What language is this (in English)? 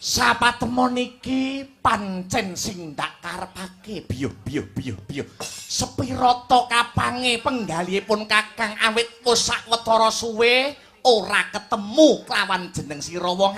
Javanese